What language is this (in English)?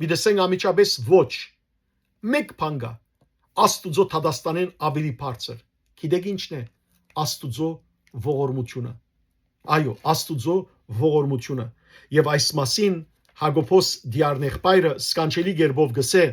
Western Armenian